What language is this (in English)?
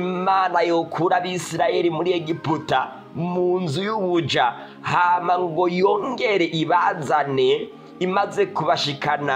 Rundi